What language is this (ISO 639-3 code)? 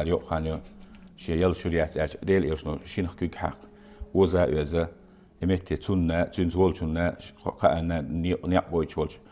che